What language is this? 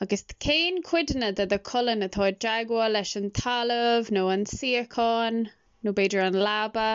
Irish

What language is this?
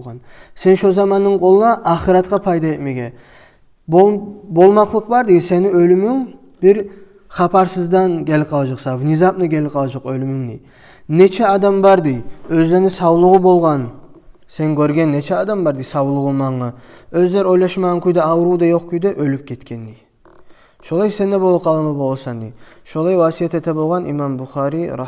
Kumyk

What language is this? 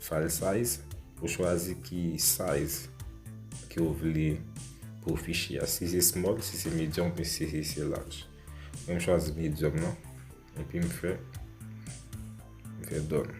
Haitian Creole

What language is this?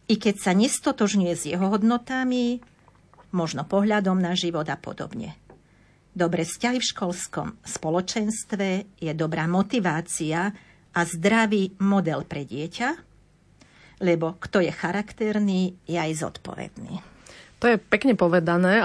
Slovak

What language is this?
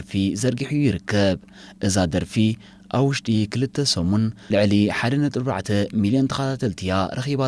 Tigrinya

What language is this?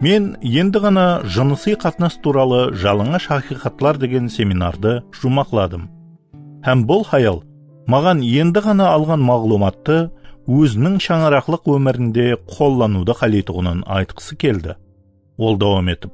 Kara-Kalpak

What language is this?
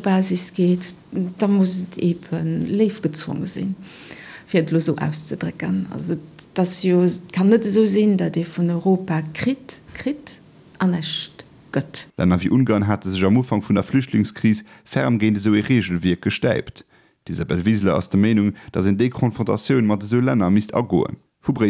Luxembourgish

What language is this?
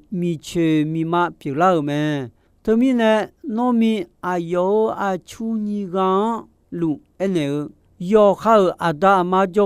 Akha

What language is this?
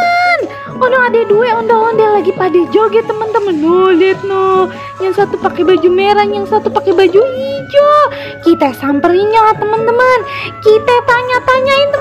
Betawi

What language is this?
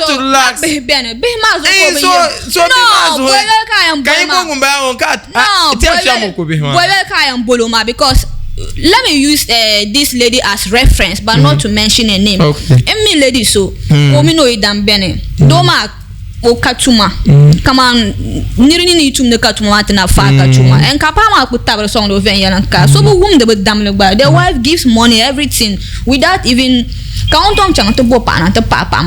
Dagbani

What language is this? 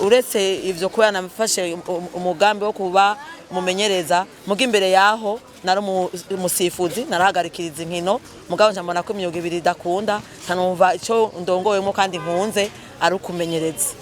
Rundi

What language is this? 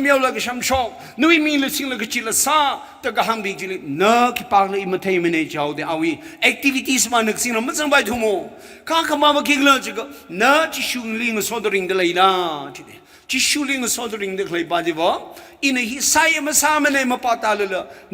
Tangkhul Naga (India)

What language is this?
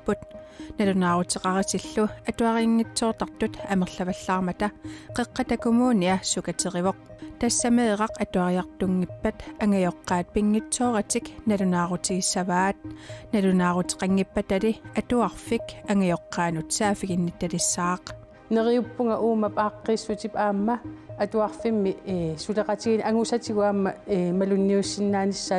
Kalaallisut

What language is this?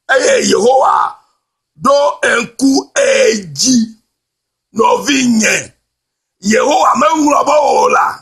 Ewe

